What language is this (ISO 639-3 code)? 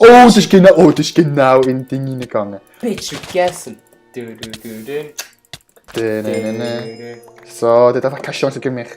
gsw